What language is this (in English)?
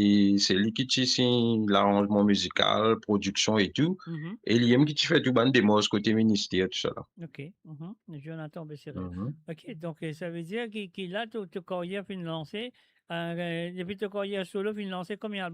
Morisyen